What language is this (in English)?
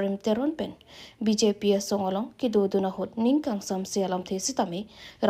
Karbi